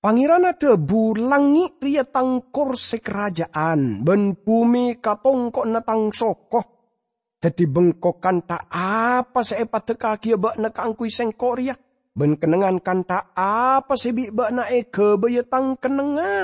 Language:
Madurese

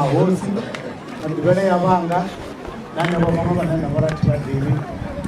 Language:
Venda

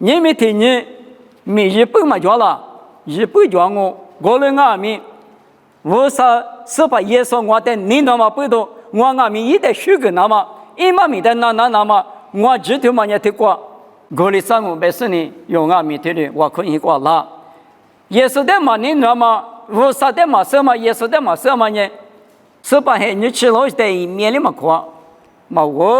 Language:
Lisu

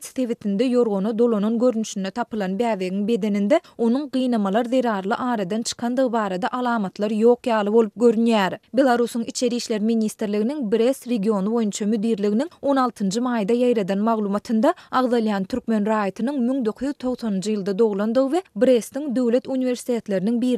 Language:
Turkmen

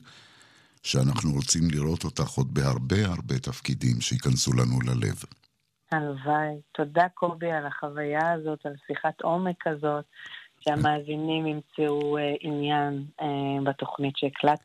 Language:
Hebrew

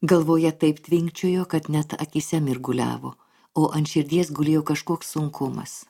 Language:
Lithuanian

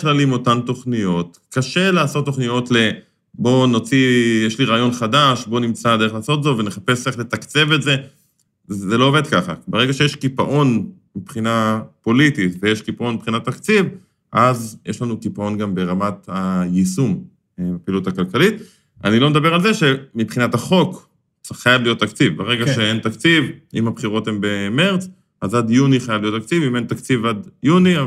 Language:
Hebrew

